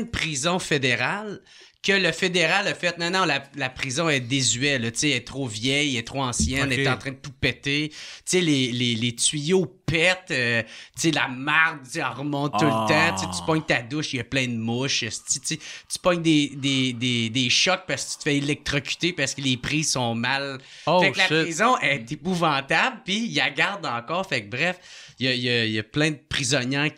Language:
French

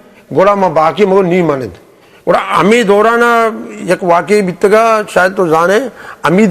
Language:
Eastern Balochi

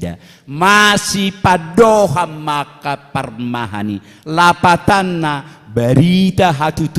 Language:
Batak Toba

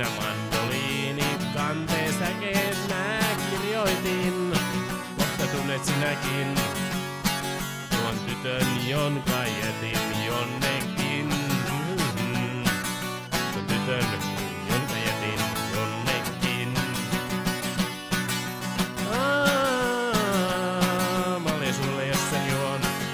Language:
Finnish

